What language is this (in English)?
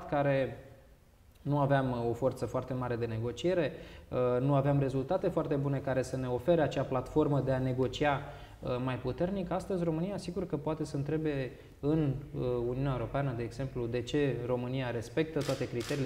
Romanian